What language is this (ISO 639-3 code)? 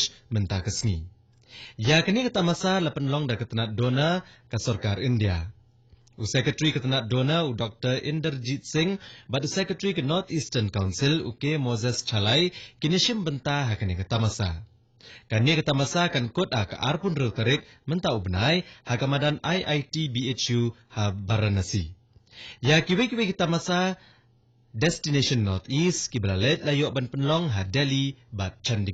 kha